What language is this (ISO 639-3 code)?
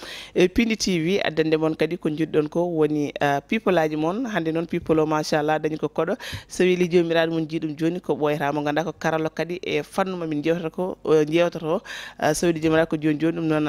ful